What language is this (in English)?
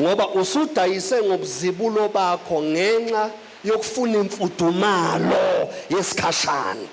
Zulu